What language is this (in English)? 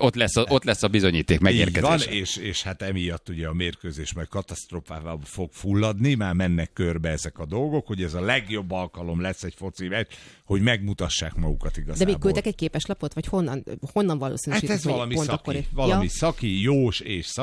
Hungarian